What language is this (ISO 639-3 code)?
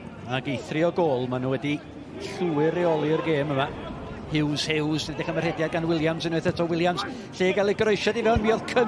cym